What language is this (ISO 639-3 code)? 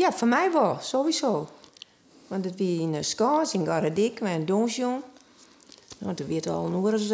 fry